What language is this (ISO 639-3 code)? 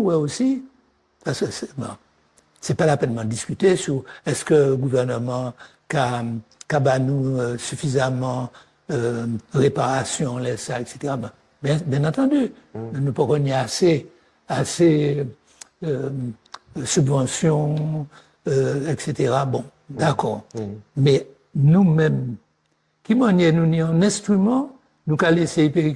gcf